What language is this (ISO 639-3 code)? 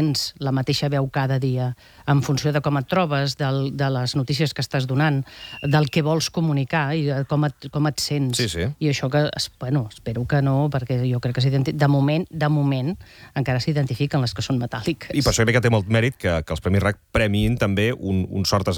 cat